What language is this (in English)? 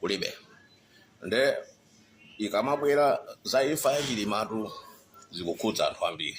Nyanja